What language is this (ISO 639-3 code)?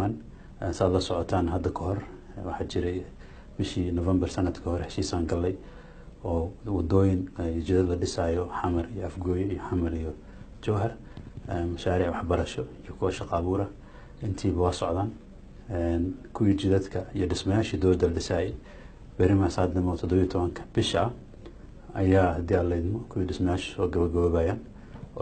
som